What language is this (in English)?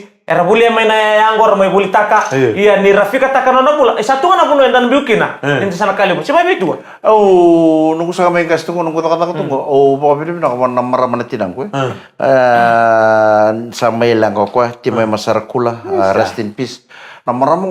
Fijian